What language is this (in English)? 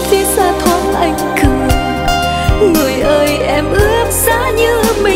Vietnamese